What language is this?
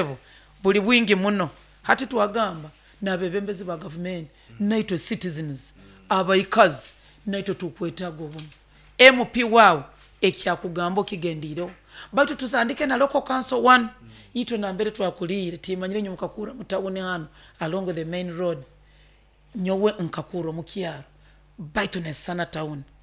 Nyoro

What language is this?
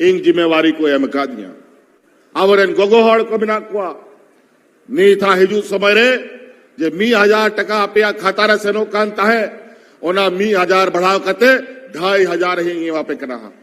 Santali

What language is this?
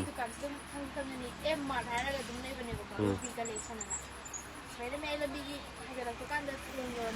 Manipuri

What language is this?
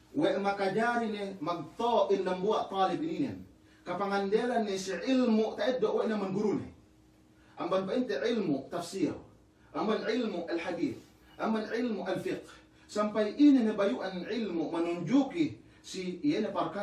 Yakan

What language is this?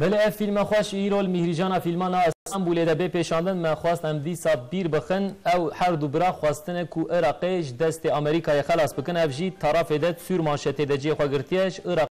Kurdish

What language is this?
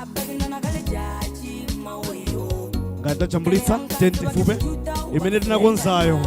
Nyanja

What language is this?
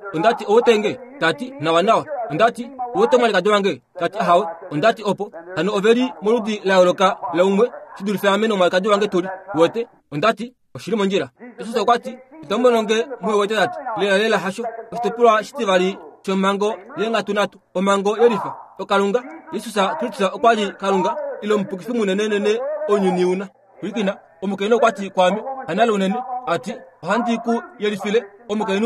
Kuanyama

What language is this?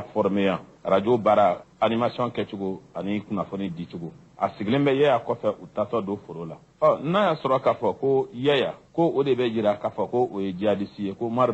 Bambara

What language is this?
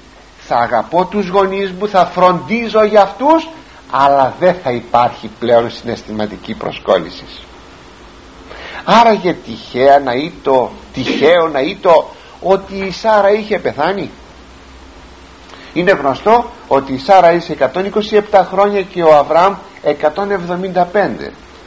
Greek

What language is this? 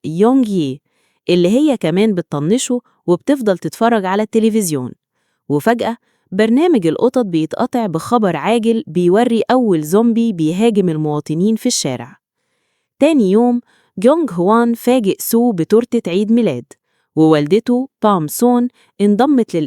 Egyptian Arabic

